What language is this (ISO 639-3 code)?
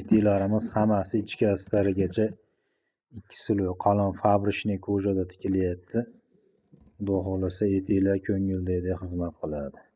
uzb